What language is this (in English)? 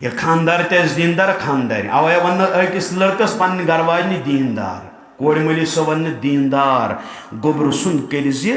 Kashmiri